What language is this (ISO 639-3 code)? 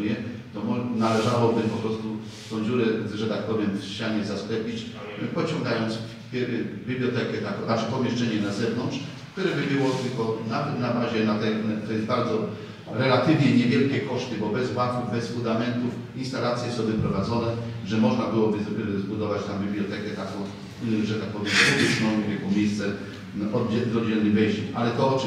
pol